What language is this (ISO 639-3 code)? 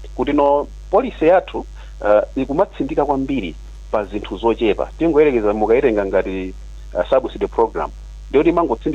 nya